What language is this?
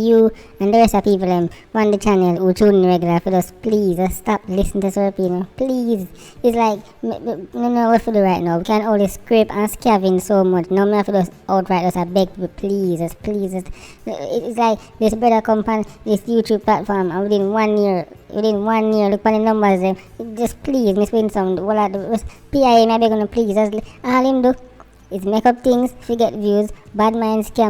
Jamaican Creole English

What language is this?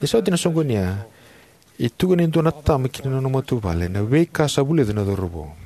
Fijian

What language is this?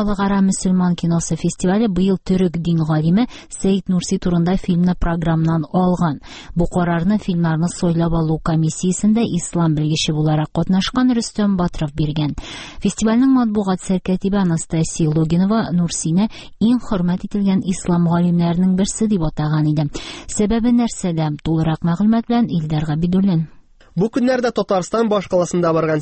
Tatar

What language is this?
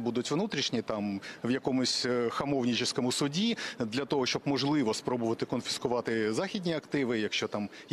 Ukrainian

